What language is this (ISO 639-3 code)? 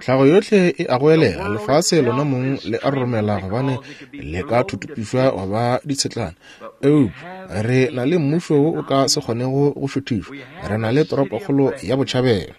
nso